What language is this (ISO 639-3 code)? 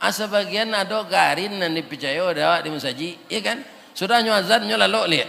min